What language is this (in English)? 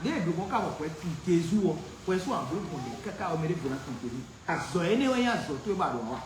Fon